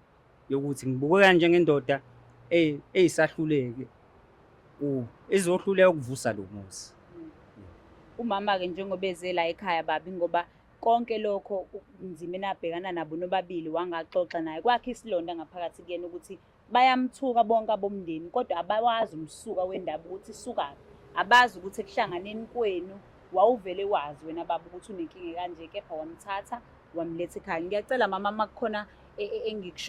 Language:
Zulu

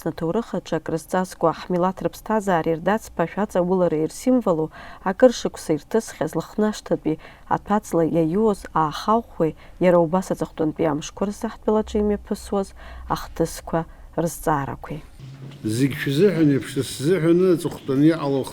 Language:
Abkhazian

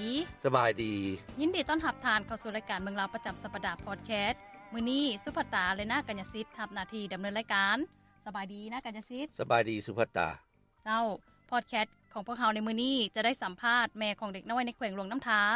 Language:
Lao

